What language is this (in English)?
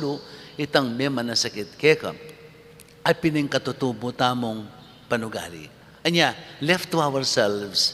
Pampanga